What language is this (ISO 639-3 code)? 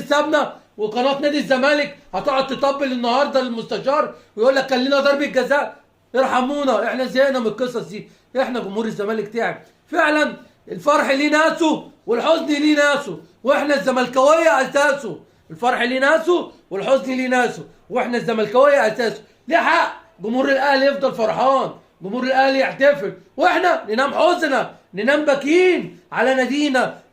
arz